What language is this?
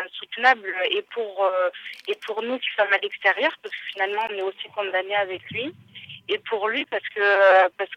French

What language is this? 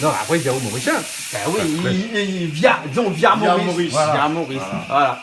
Réunion Creole French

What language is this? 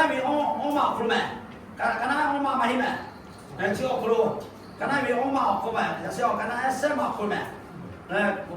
Lahu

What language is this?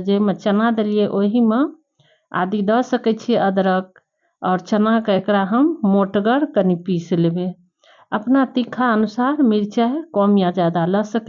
Maithili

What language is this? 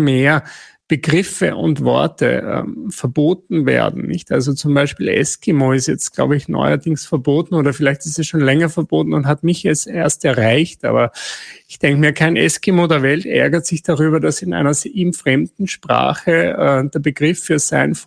German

